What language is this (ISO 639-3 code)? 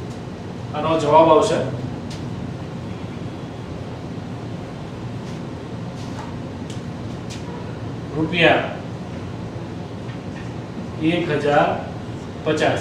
guj